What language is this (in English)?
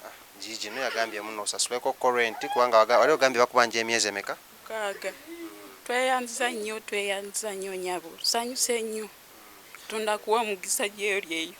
Ganda